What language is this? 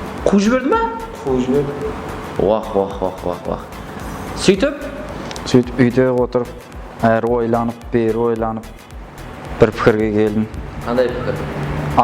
Kara-Kalpak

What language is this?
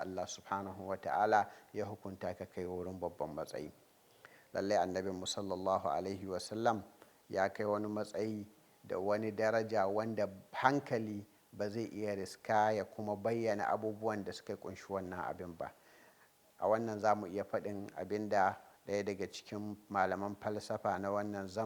Hausa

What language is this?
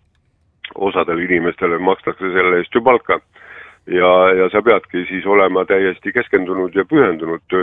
Estonian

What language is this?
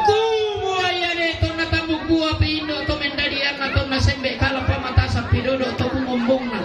Toraja-Sa'dan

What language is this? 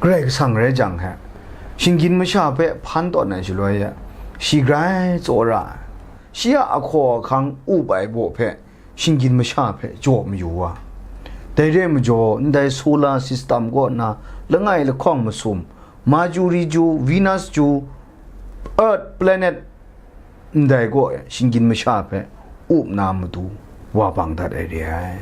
Kachin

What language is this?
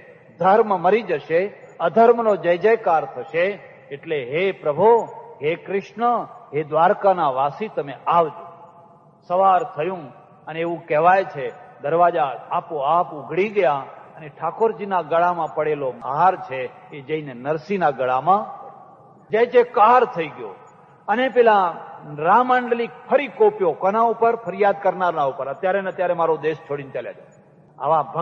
Gujarati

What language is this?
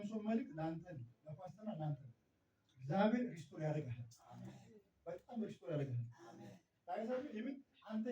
Amharic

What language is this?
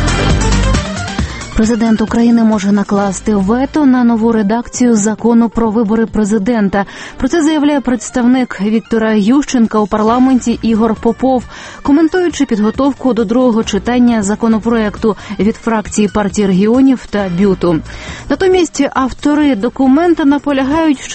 Ukrainian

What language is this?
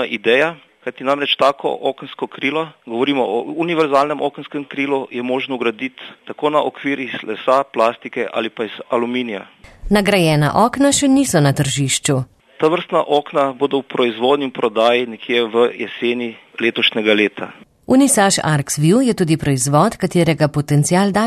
Slovenian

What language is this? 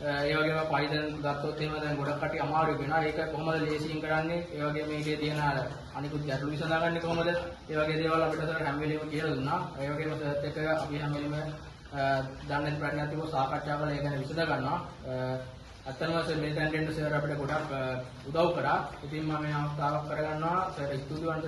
Sinhala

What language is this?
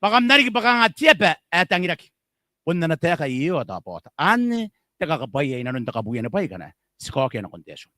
Gilbertese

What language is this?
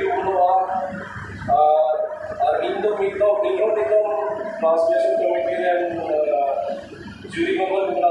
Santali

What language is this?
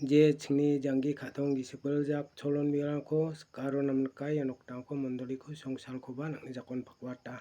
Garo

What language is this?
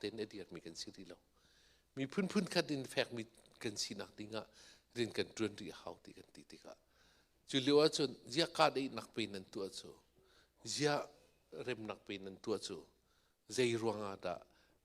Hakha Chin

